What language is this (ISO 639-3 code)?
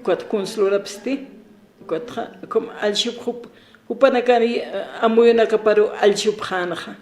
aym